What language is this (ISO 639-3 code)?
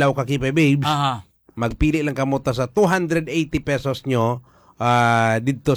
hil